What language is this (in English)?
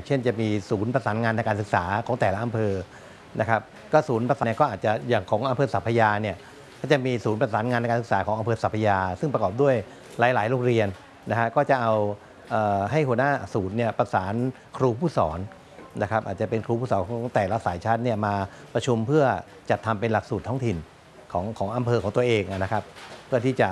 Thai